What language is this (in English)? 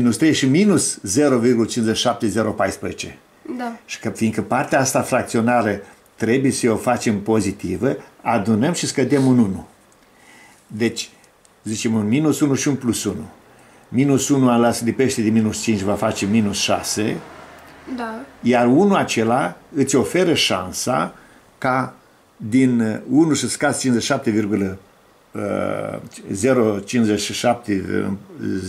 Romanian